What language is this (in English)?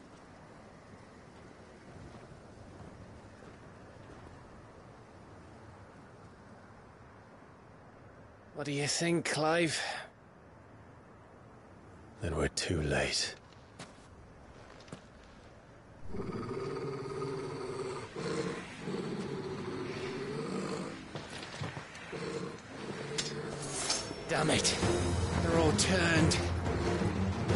English